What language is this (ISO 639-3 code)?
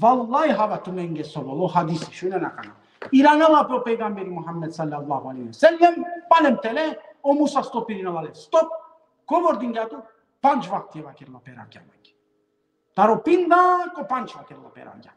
rmn